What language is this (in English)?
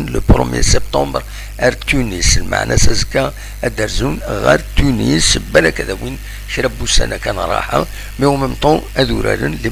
Kabyle